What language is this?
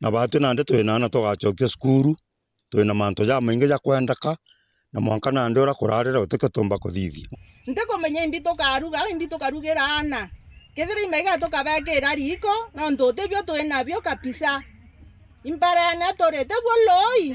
Meru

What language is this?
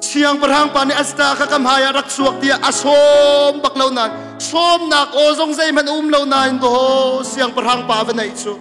Hakha Chin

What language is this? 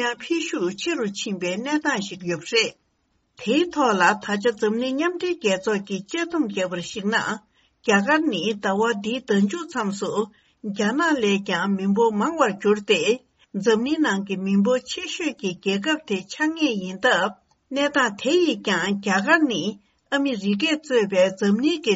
Tibetan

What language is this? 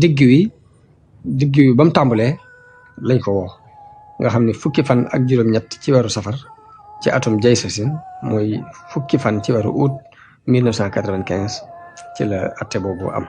Wolof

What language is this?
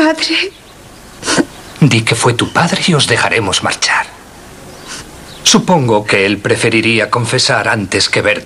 Spanish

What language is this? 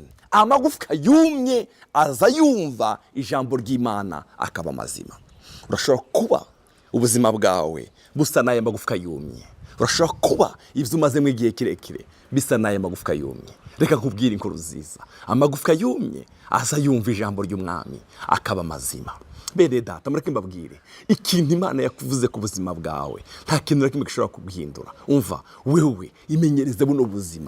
Rundi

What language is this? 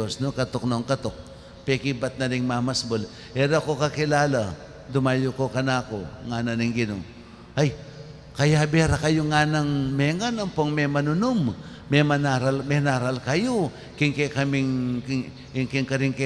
Pampanga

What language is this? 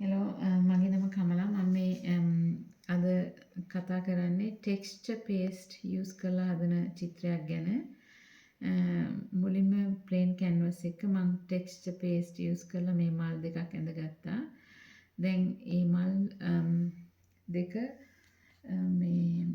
Sinhala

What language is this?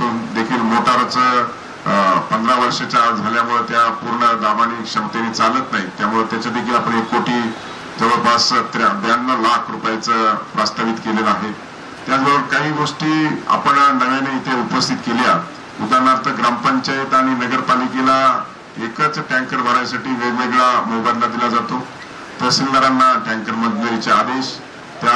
Marathi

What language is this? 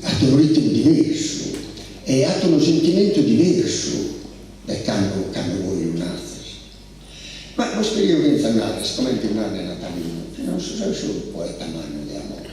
Sardinian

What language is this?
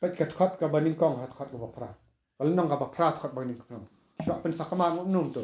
Khasi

